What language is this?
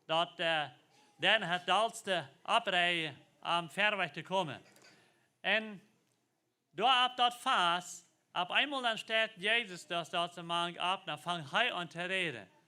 Plautdietsch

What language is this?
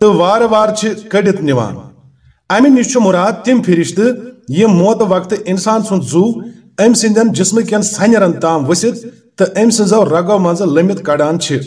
Kashmiri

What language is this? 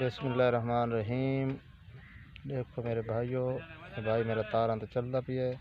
Saraiki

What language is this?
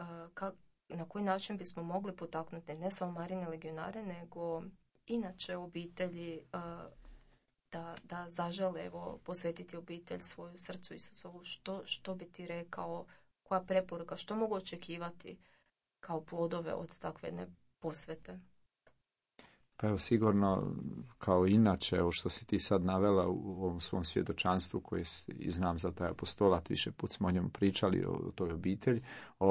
Croatian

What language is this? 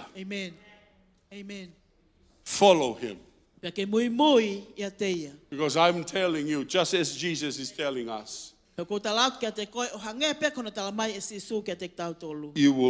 Tongan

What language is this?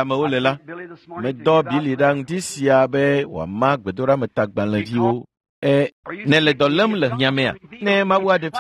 Ewe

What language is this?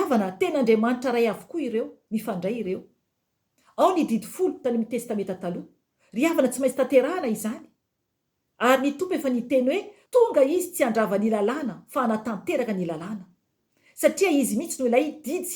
Malagasy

